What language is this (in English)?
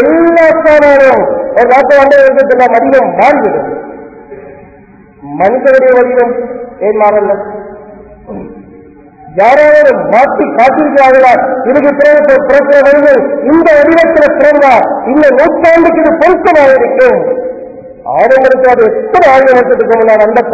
Tamil